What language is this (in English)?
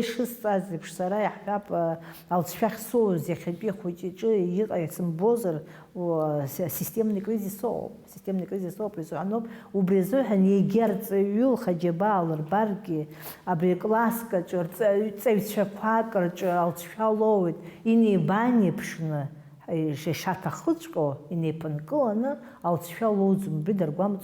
Abkhazian